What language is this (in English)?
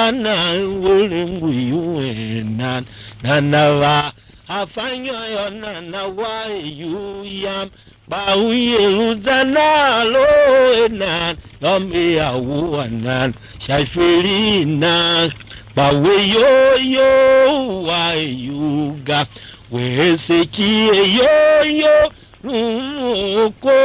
Tiv